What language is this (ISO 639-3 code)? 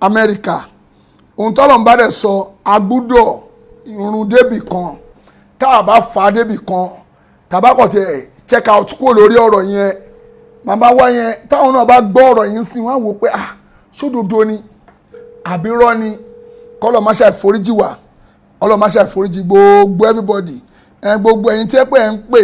yor